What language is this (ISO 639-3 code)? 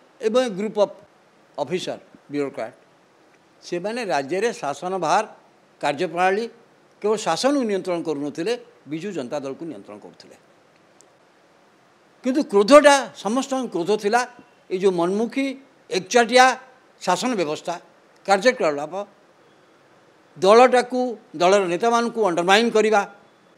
ori